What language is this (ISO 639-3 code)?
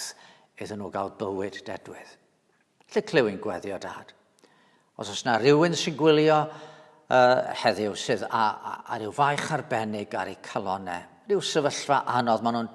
cym